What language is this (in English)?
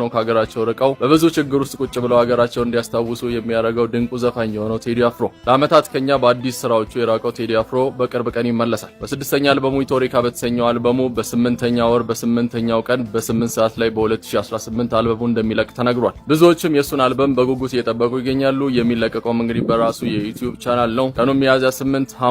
Amharic